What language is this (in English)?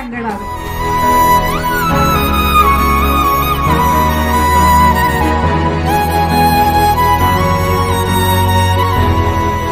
Malayalam